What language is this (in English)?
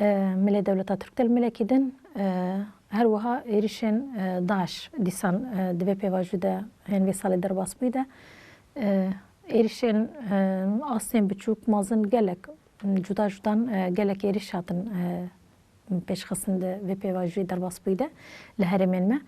Kurdish